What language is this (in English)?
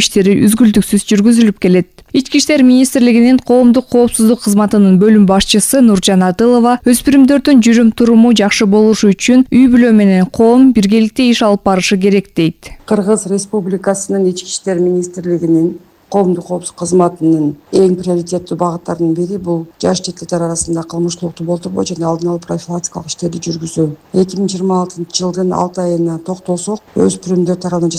Kyrgyz